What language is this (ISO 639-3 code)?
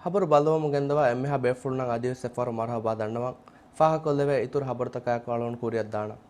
div